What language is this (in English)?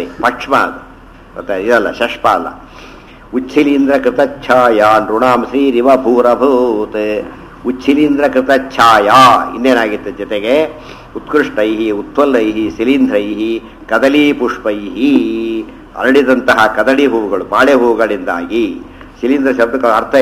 Kannada